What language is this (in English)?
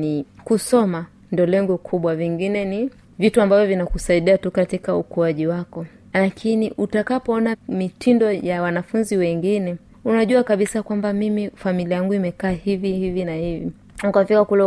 Swahili